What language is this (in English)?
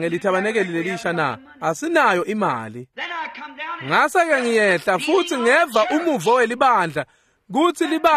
Swati